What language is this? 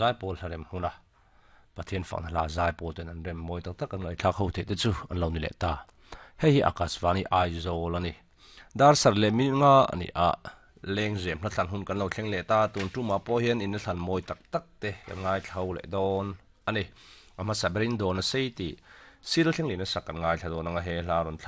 Mizo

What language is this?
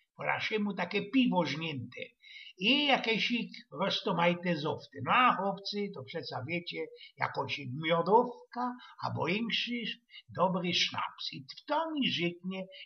Silesian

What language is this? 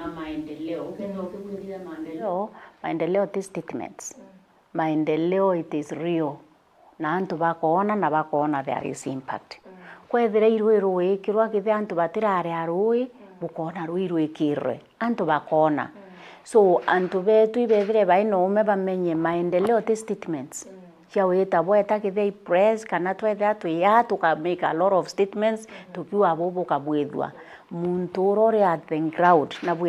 Meru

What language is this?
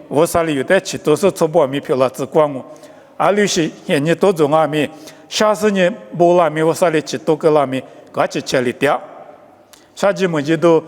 Lisu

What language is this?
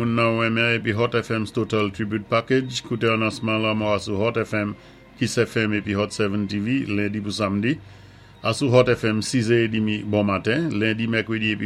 Saint Lucian Creole French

